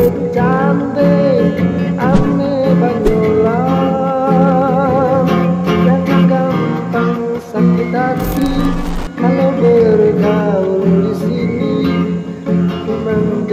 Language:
Betawi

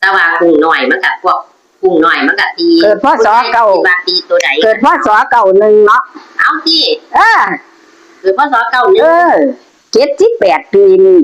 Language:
Northeastern Thai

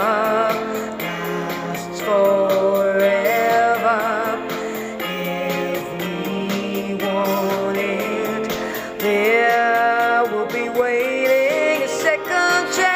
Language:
English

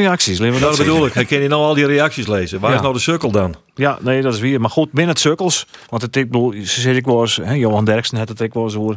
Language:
Western Frisian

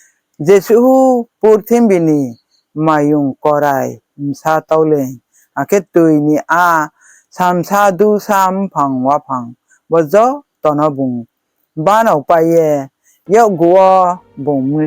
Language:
Riang (India)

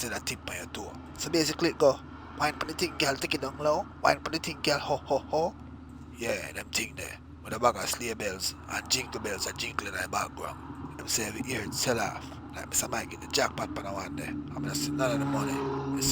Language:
Jamaican Creole English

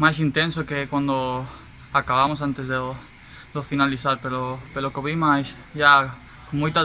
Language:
Galician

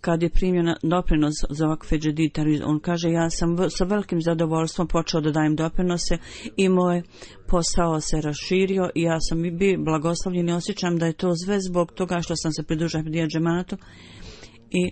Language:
Bosnian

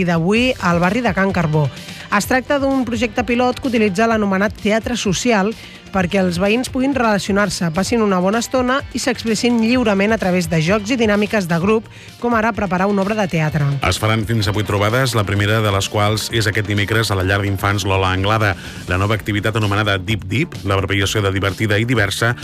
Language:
Catalan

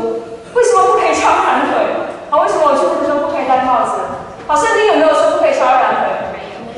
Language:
Chinese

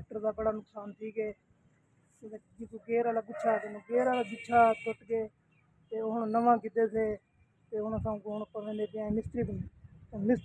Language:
Saraiki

